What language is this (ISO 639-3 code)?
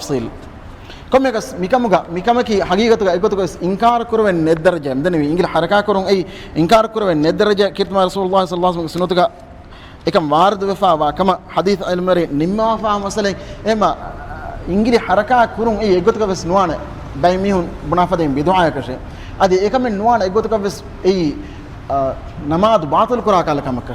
div